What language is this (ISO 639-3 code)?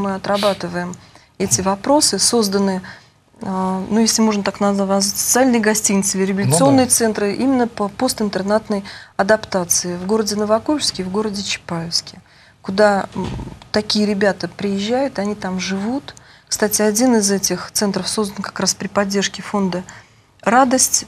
rus